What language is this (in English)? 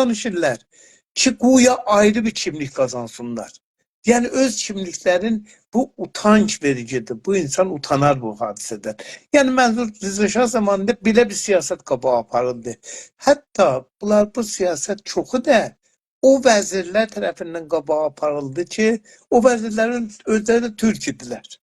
South Azerbaijani